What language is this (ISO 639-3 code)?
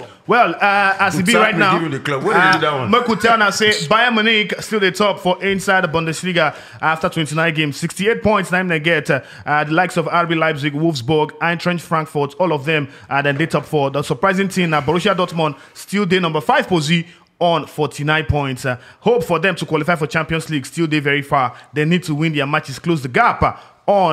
pcm